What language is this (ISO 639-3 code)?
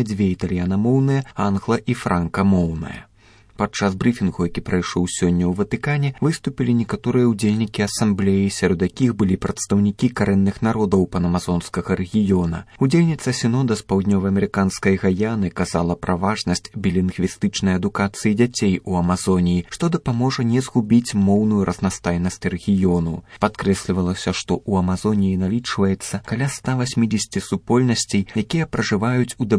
bel